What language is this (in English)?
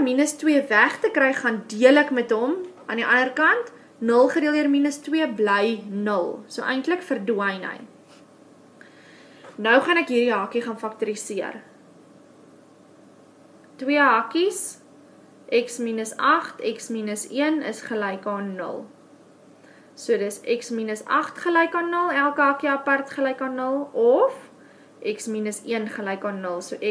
Afrikaans